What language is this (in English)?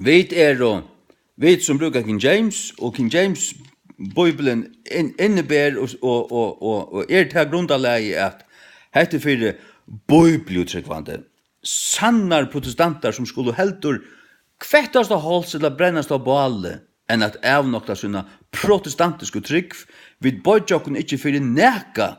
Faroese